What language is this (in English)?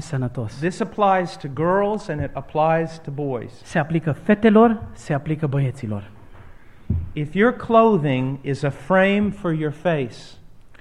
Romanian